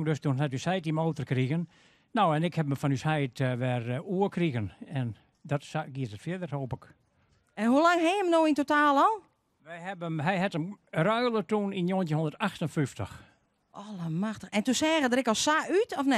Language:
Western Frisian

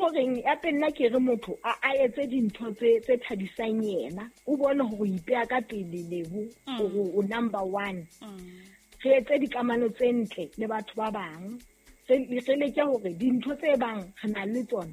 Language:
Southern Sotho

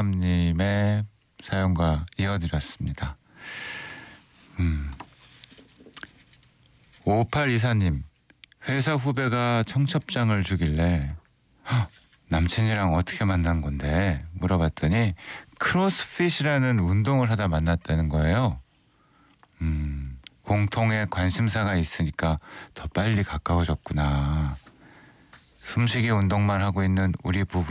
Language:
Korean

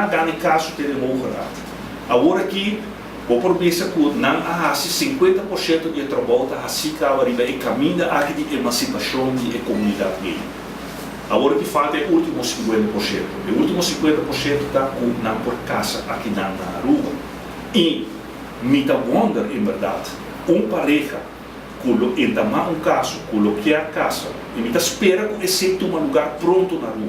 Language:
Papiamento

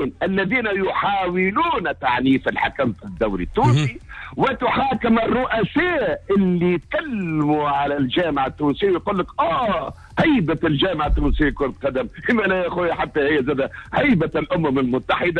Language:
Tunisian Arabic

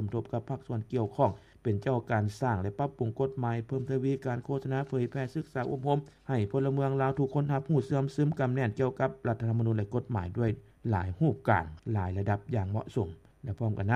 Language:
Lao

